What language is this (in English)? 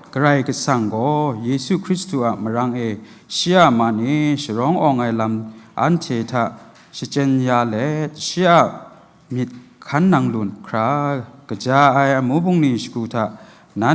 Kachin